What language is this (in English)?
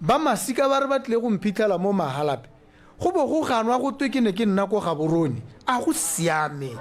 Tswana